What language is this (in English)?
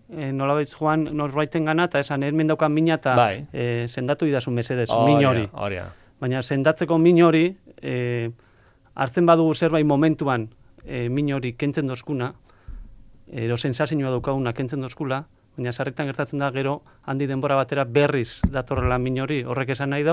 Basque